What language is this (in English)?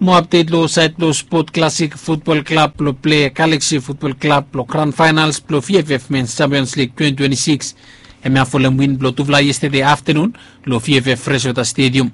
Bislama